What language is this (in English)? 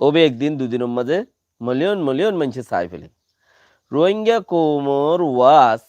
Rohingya